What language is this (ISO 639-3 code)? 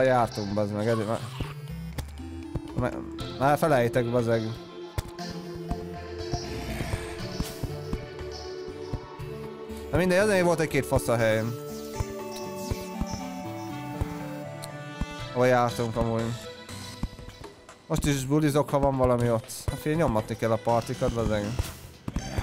hun